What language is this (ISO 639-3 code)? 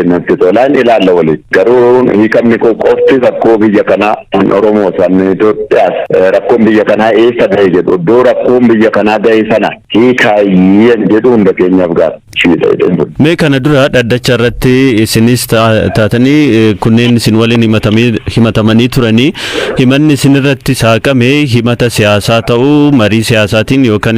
orm